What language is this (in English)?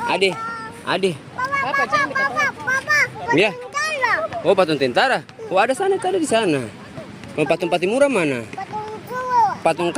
Ambonese Malay